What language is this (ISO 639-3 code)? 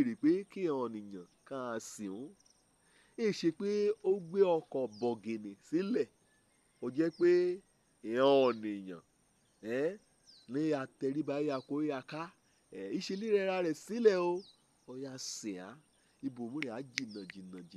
yor